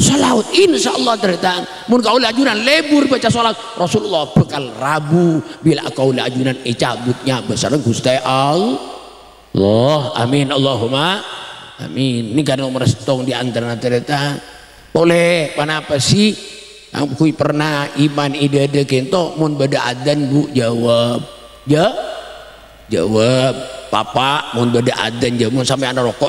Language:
Madurese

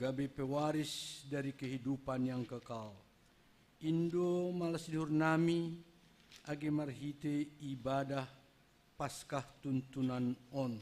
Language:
Batak Simalungun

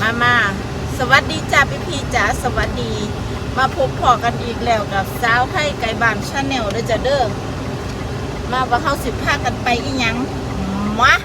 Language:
Lao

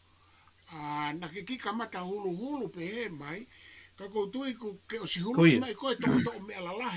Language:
Tongan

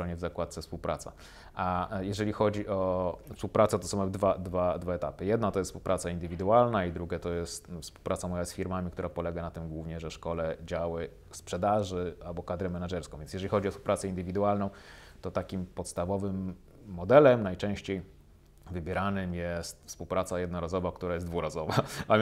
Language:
Polish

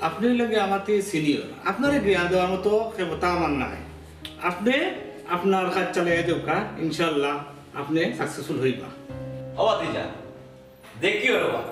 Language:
Sylheti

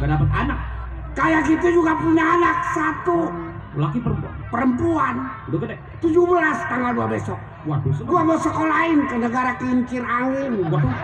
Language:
Betawi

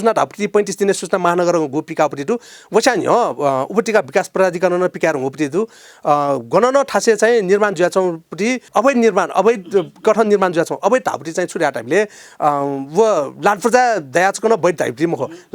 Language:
Newari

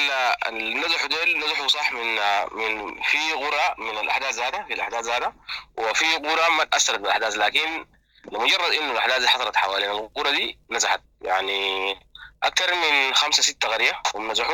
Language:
Sudanese Arabic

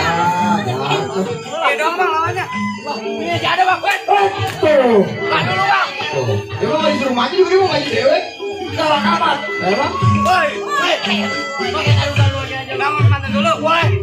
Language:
Betawi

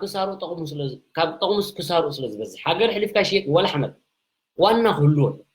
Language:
Tigrinya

